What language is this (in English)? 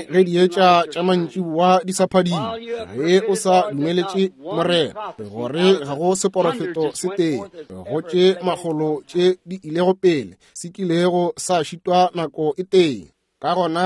Northern Sotho